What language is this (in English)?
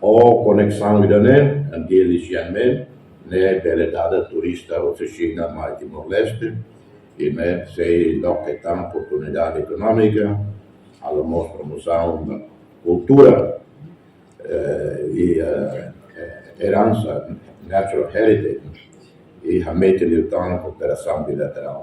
Tetum